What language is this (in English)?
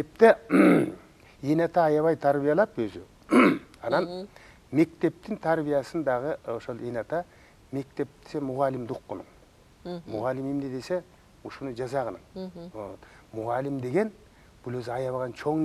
Kyrgyz